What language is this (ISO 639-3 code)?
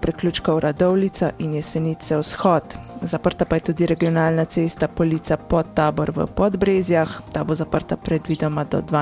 slv